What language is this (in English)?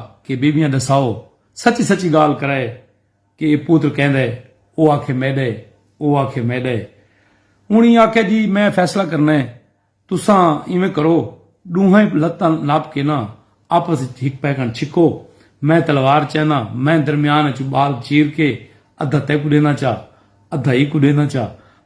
Saraiki